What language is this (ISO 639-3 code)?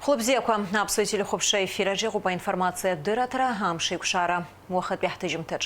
abk